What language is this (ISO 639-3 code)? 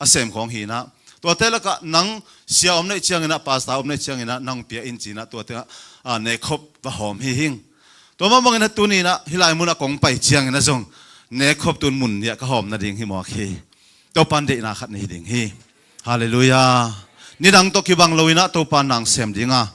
ctd